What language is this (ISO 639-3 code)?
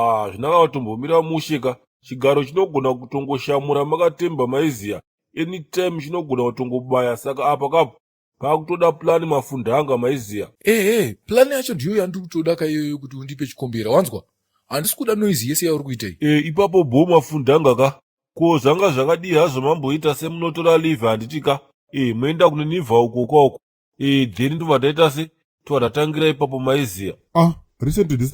sna